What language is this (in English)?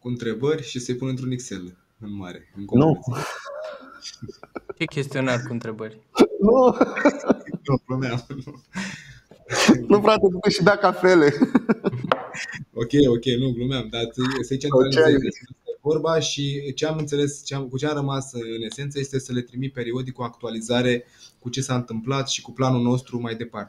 Romanian